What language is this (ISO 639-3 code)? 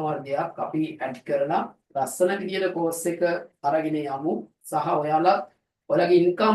sin